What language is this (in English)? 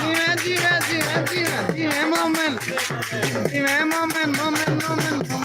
Saraiki